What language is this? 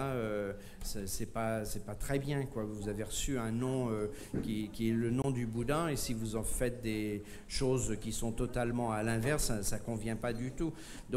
French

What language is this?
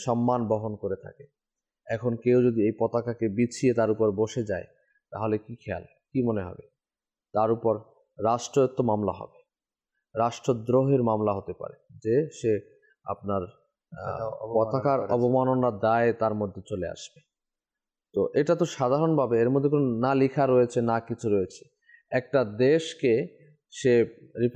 Bangla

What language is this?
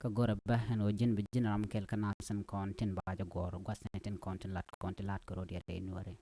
Nuer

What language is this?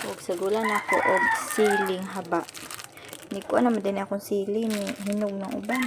Cebuano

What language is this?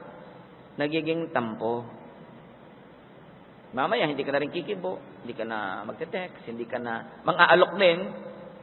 Filipino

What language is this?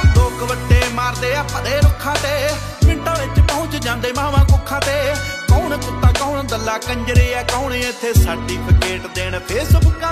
Punjabi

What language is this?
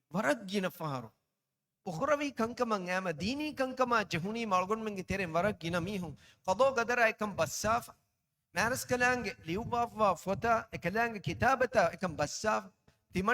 Divehi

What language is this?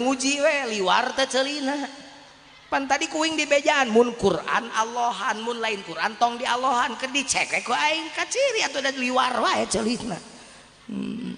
Sundanese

